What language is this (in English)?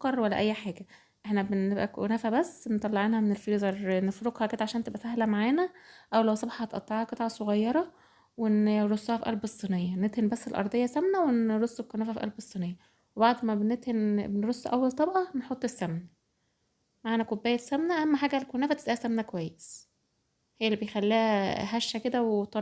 Egyptian Arabic